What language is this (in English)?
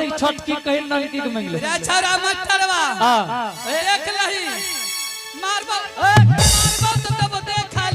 Angika